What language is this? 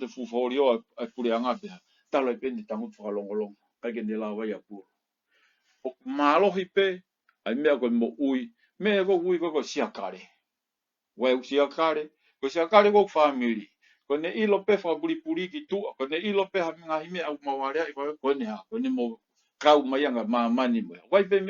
Tongan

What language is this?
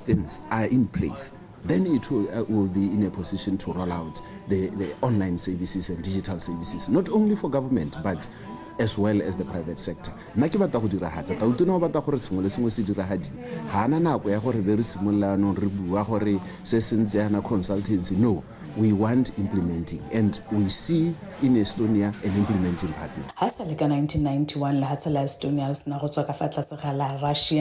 Tswana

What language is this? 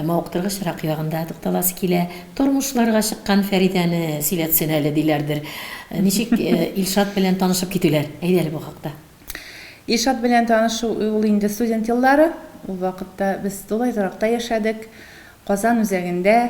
Tatar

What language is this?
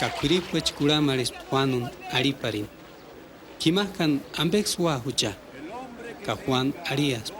Purepecha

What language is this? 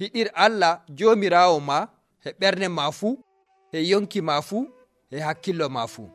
Nigerian Fulfulde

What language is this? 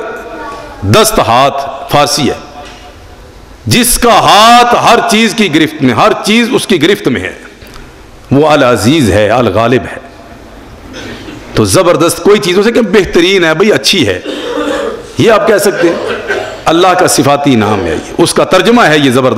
Urdu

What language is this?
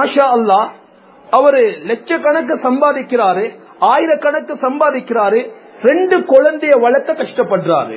Tamil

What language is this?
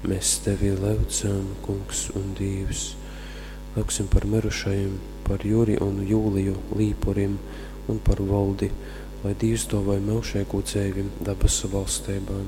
Latgalian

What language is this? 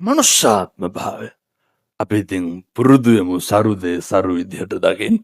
Sinhala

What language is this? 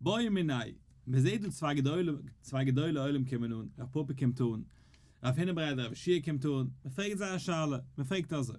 Yiddish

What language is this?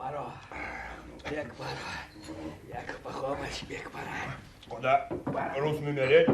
Erzya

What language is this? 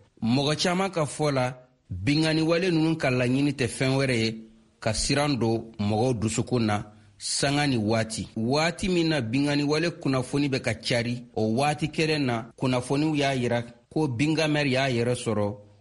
Bambara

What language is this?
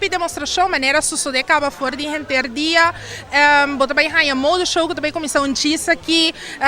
Papiamento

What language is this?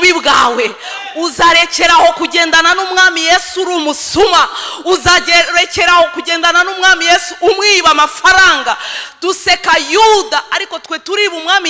Kinyarwanda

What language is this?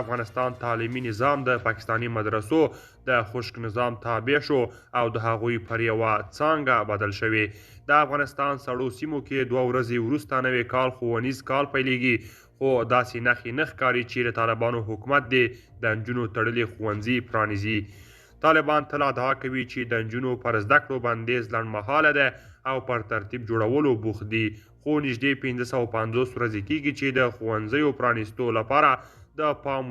Pashto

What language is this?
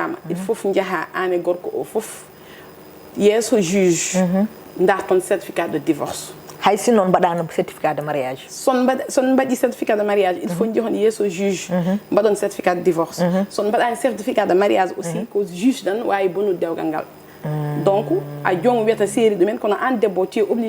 Fula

